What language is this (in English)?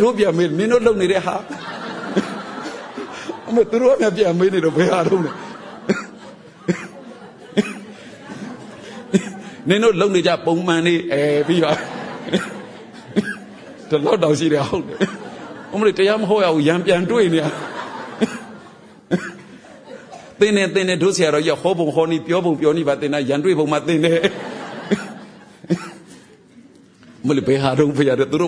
Burmese